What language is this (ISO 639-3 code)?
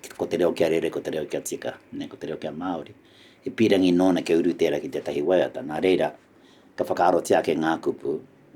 mri